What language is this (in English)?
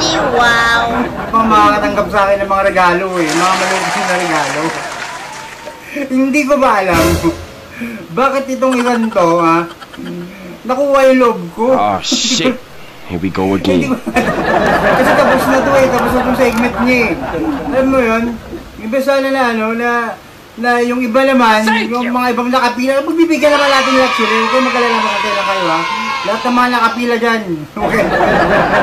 Filipino